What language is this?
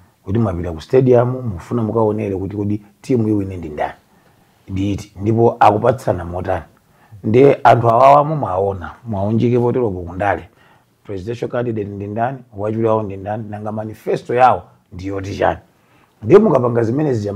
Nyanja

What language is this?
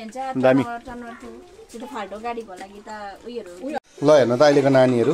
Nepali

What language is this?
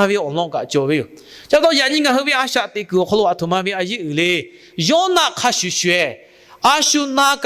Lahu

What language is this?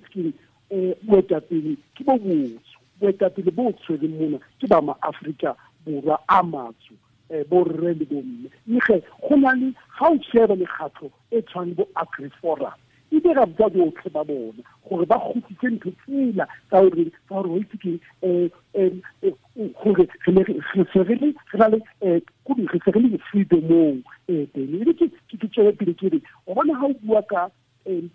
Tswana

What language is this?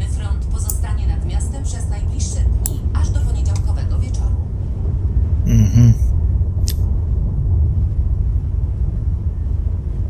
Polish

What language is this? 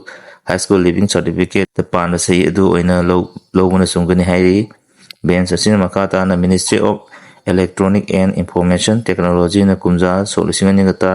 Manipuri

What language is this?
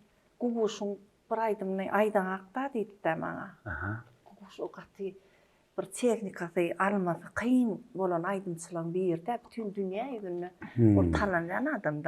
Turkmen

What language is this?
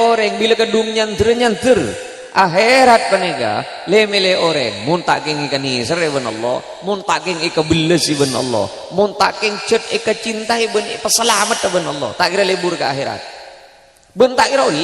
Madurese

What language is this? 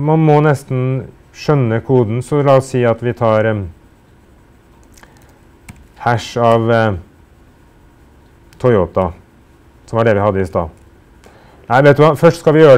Norwegian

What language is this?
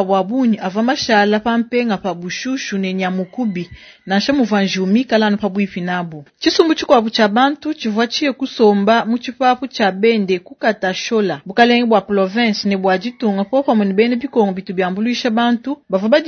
Luba-Lulua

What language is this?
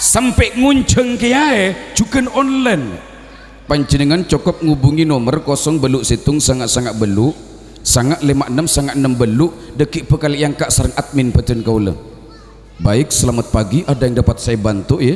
Madurese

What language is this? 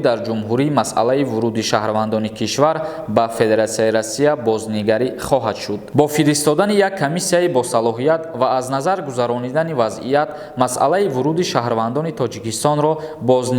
Tajik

